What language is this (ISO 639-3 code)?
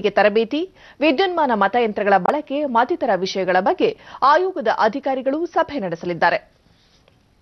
kan